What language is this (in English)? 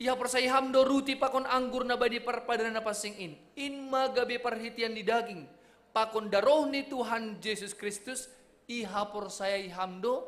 Batak Simalungun